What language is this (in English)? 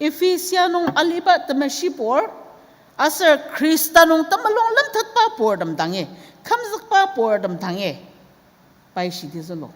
Ao Naga